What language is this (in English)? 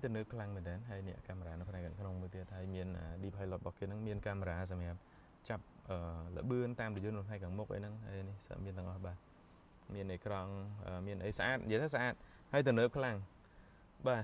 Khmer